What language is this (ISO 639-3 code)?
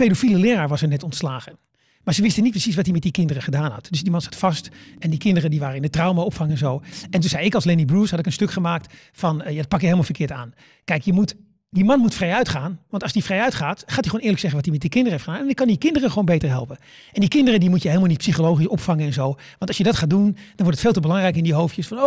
nld